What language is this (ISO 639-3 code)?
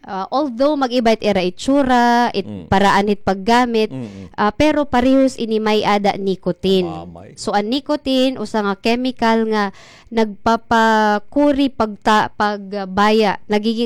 war